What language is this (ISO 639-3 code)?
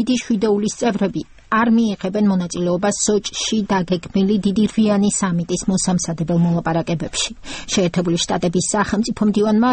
kat